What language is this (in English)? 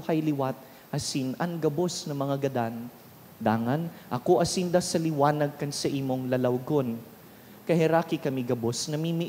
Bikol